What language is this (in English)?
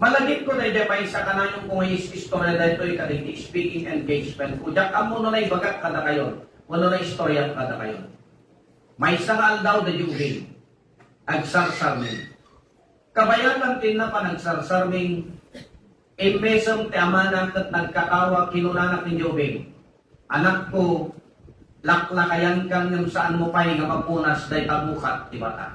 Iloko